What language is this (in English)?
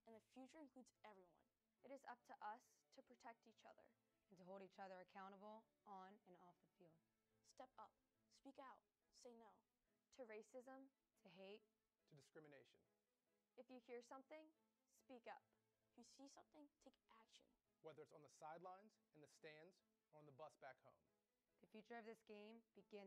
English